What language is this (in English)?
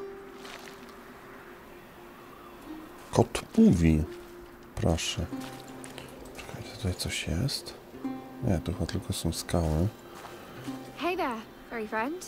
Polish